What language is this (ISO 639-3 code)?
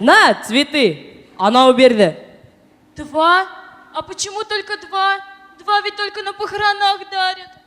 bak